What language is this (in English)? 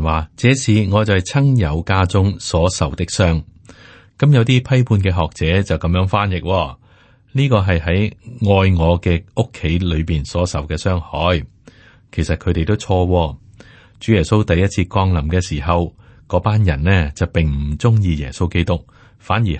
Cantonese